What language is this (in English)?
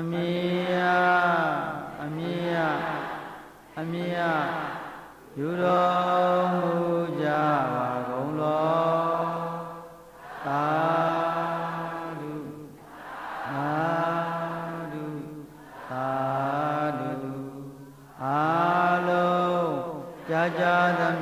Burmese